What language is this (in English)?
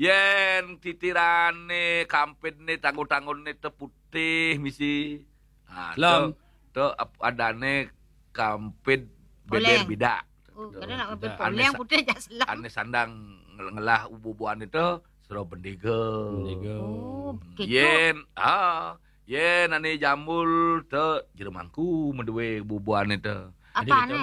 Balinese